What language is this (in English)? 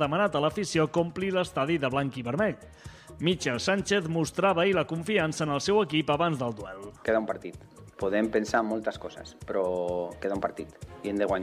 Catalan